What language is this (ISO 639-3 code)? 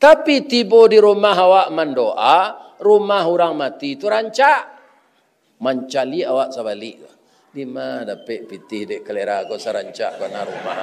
min